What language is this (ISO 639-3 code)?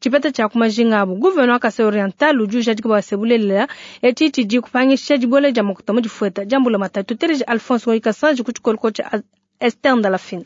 lua